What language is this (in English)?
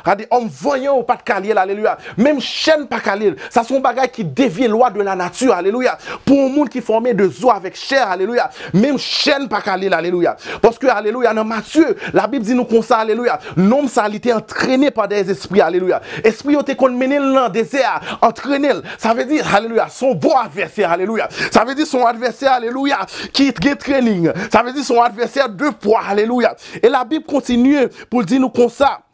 Haitian Creole